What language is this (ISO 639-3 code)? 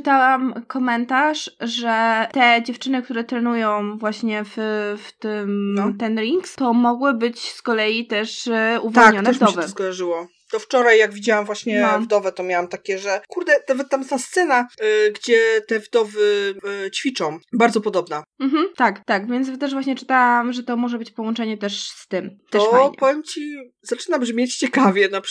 pol